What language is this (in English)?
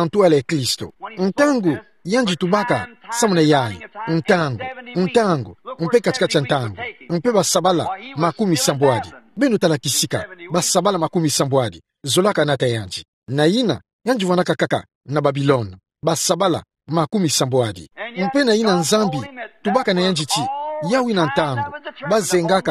Kituba (Democratic Republic of Congo)